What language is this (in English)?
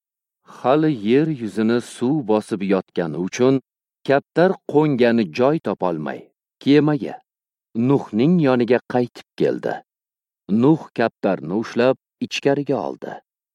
Uzbek